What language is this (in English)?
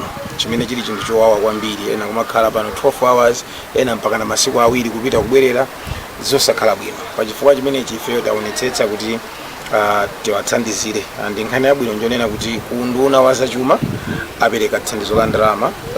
Nyanja